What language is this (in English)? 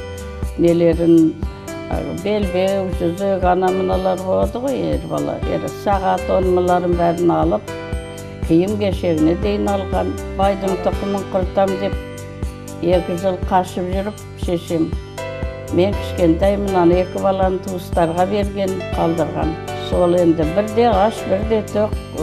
Kazakh